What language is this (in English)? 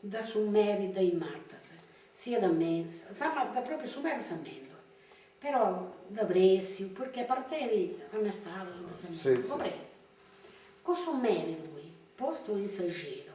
Sardinian